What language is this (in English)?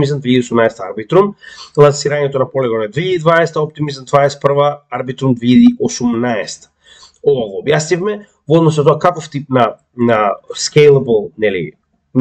Macedonian